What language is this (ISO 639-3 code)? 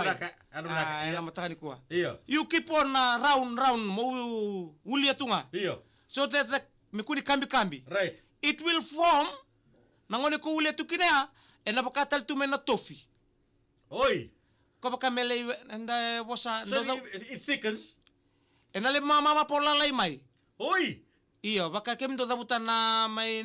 fij